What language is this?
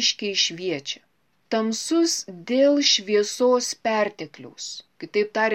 Lithuanian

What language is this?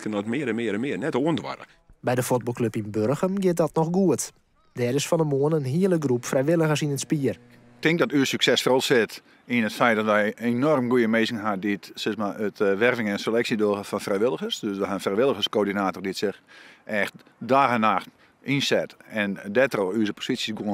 Western Frisian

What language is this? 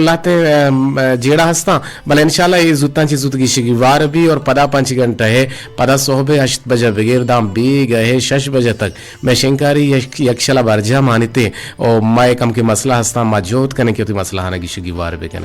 Eastern Balochi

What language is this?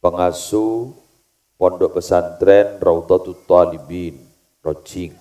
Madurese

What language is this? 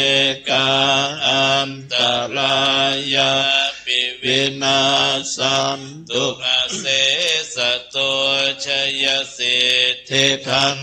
Pali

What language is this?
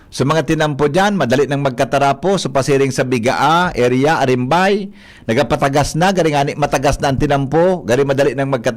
Bikol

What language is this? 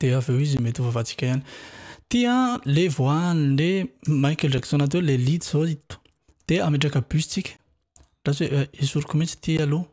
Malagasy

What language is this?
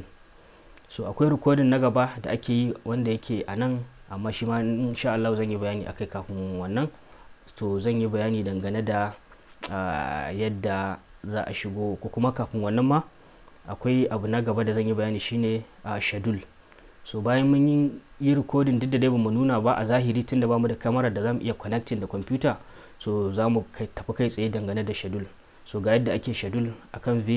Hausa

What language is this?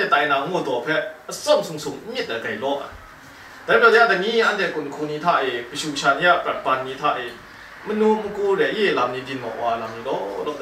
Kachin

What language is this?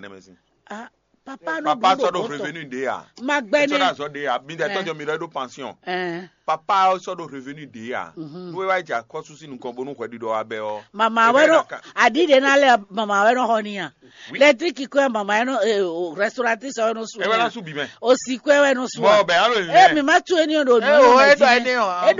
Fon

